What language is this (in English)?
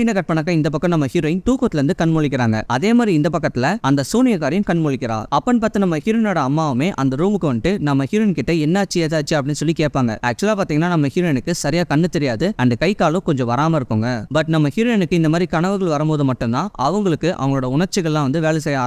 Tamil